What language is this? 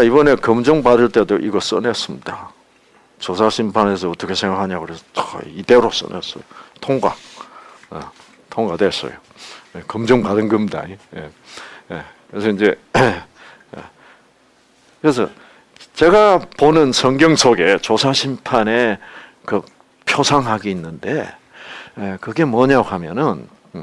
Korean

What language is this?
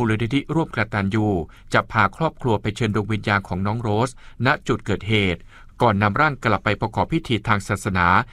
Thai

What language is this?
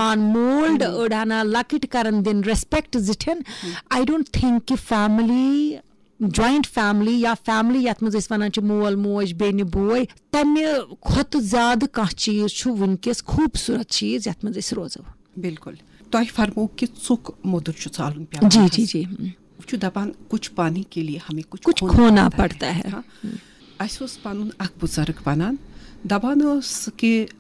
Kashmiri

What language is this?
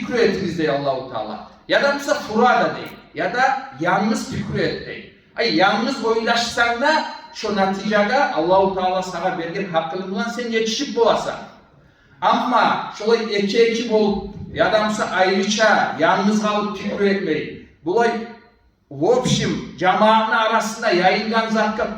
Kumyk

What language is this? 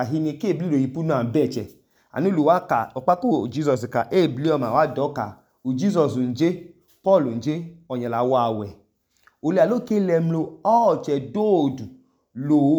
Idoma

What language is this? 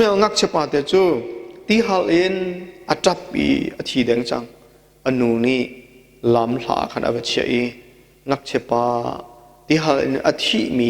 Hakha Chin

